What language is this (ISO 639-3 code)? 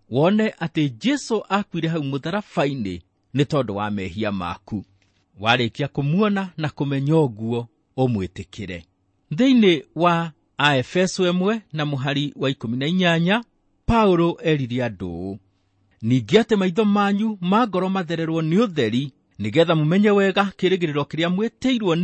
kik